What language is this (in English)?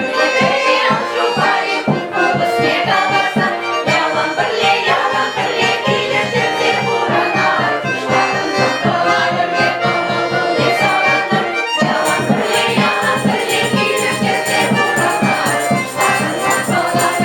Chuvash